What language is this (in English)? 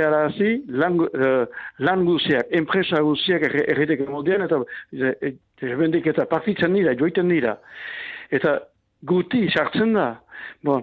Basque